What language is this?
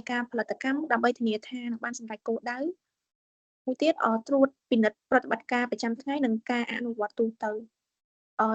Khmer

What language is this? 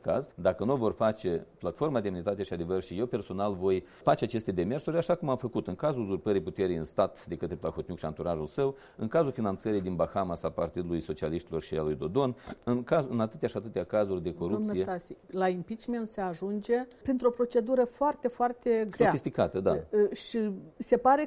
Romanian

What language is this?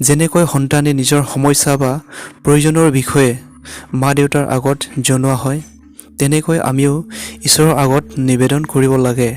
Assamese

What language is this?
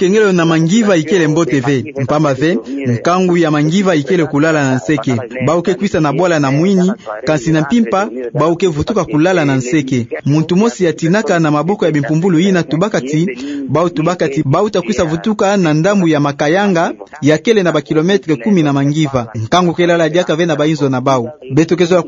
Kituba (Democratic Republic of Congo)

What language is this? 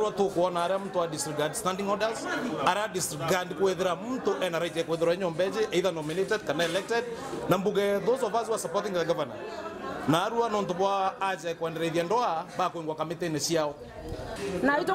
Meru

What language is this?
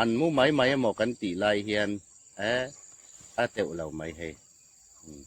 Hmar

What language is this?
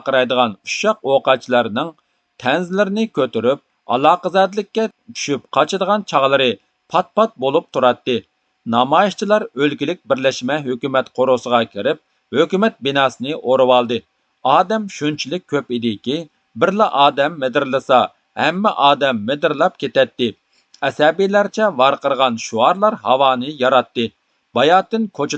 Uyghur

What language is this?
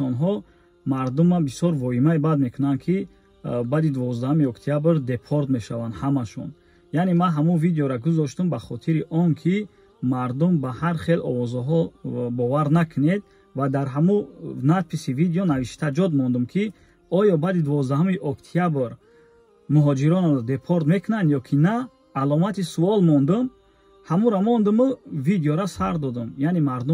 Tajik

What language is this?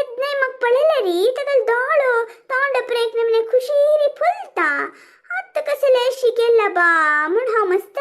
Konkani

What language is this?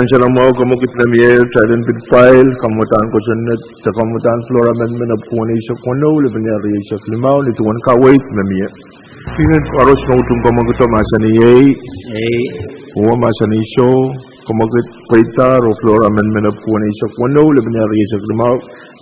Pohnpeian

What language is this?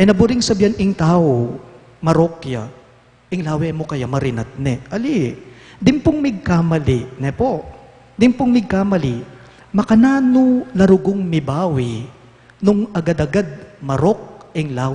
Pampanga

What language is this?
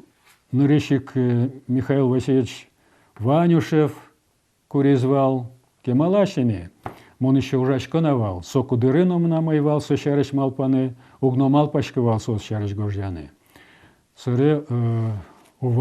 Udmurt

